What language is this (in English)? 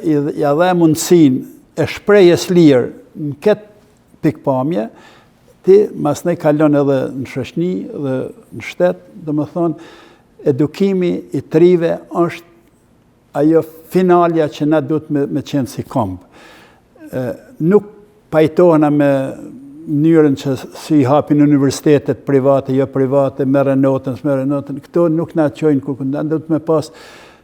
Albanian